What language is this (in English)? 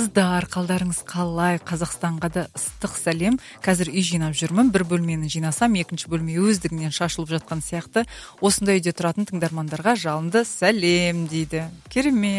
Kazakh